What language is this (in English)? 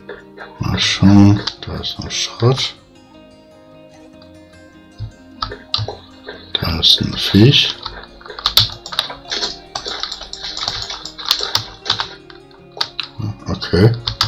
German